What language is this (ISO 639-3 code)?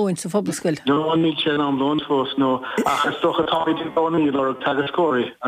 gle